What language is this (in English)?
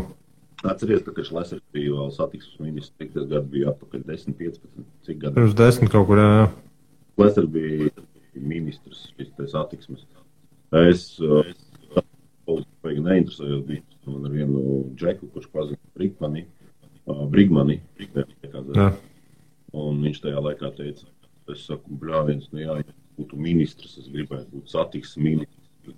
Latvian